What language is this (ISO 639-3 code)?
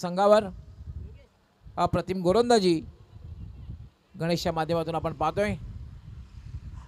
mar